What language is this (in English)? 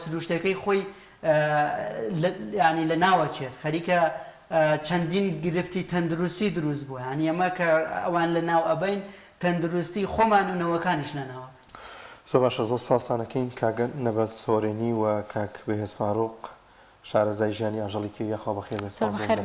Central Kurdish